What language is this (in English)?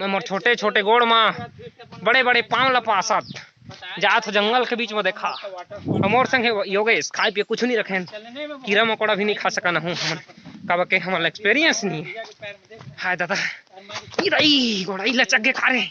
Chhattisgarhi